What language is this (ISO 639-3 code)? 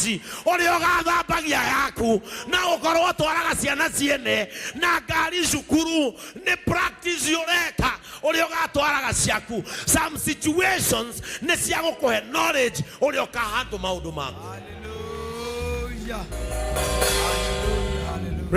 kik